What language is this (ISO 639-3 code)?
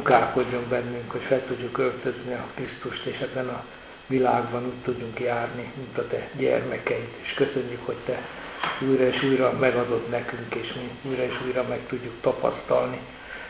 hun